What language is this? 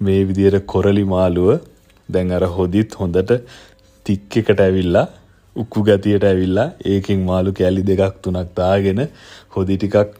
Sinhala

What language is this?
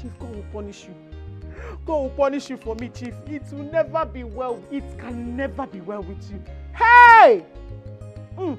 Nigerian Pidgin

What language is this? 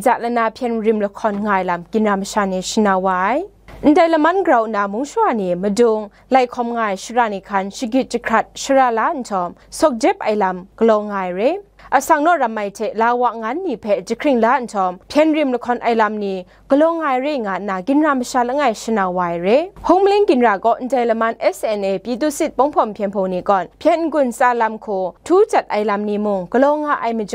Kachin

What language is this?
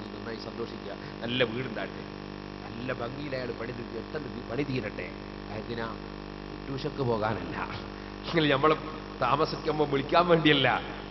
Malayalam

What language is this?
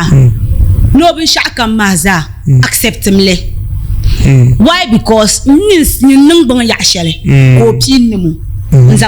Dagbani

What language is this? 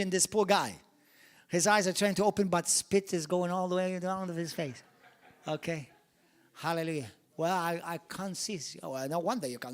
English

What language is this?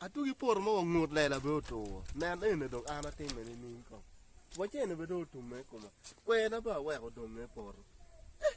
Acoli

